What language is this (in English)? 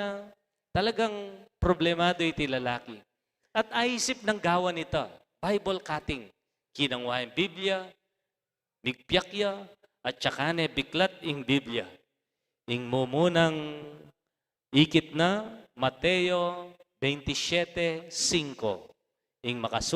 Pampanga